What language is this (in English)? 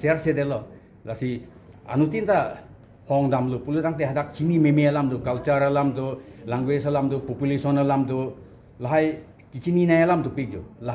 Karbi